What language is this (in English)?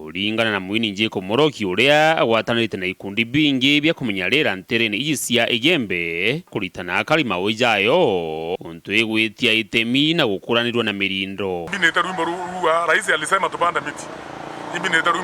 Meru